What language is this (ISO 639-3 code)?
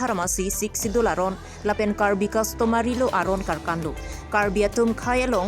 mjw